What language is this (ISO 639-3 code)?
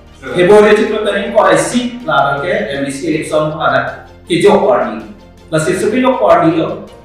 mjw